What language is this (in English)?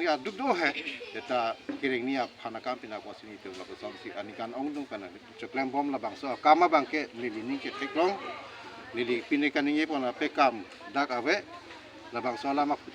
Karbi